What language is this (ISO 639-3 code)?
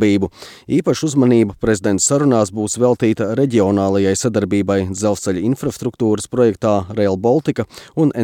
lav